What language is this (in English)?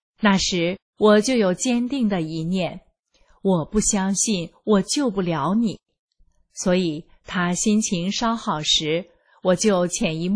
Chinese